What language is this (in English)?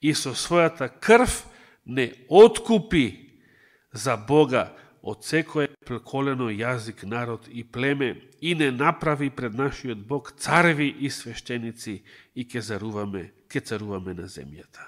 Macedonian